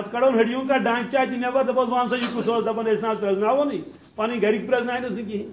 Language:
Kashmiri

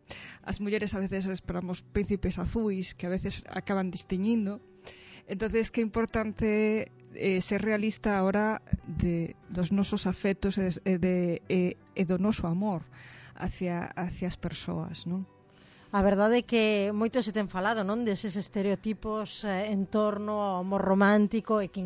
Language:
Galician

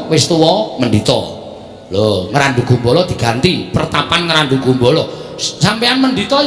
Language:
Javanese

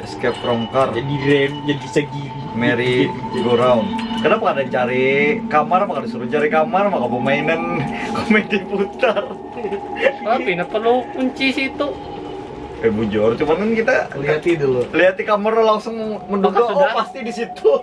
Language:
Banjar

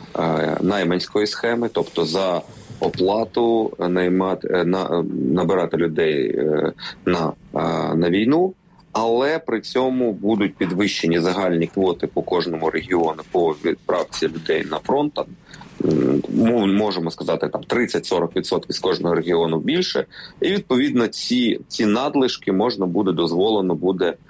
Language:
Ukrainian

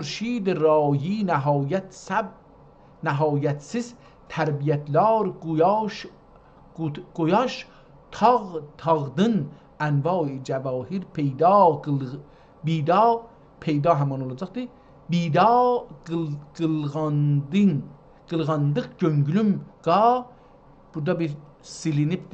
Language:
South Azerbaijani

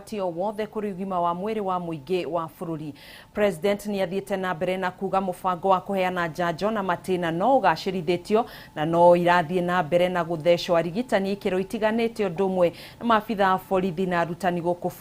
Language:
Kikuyu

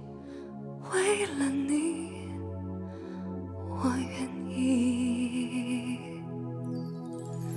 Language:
Chinese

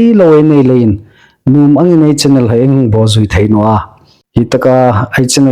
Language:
Hmar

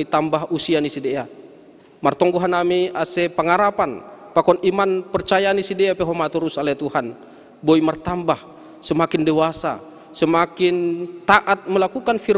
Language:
Batak Simalungun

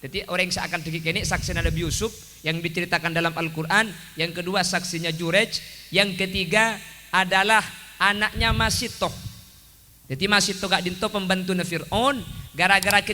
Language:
Madurese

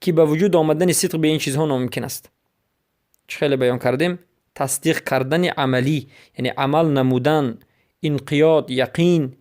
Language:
Persian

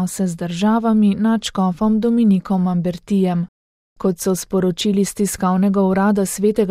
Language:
Slovenian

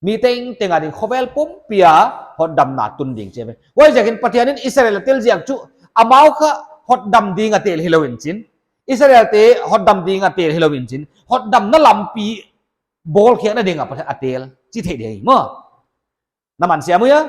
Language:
Paite Chin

